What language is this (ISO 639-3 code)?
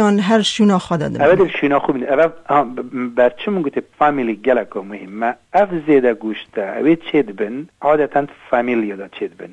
kur